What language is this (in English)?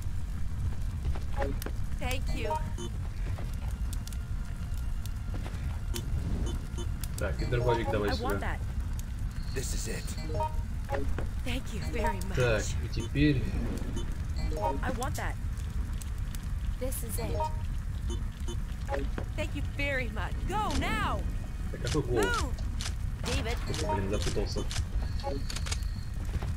Russian